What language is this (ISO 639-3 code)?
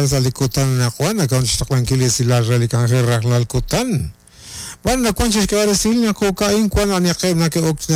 kek